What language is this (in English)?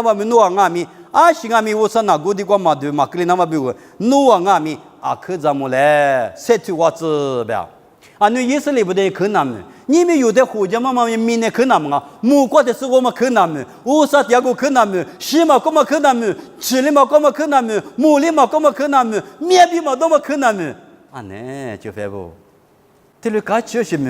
Lisu